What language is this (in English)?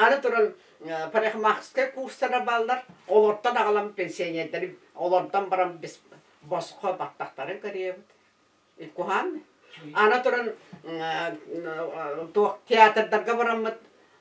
Yakut